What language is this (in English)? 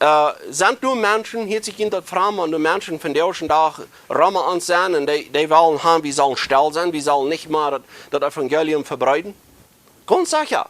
Plautdietsch